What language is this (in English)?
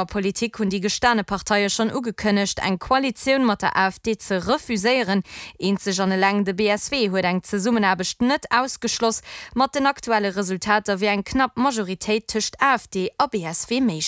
Luxembourgish